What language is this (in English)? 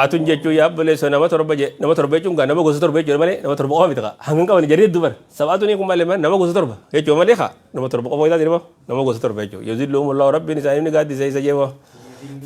Oromo